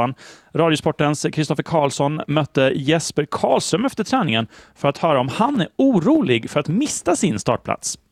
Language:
Swedish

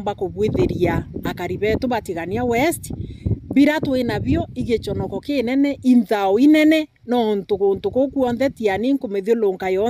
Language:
Meru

